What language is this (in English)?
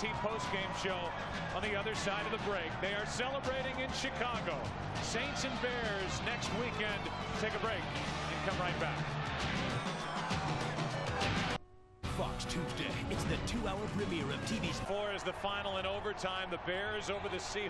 English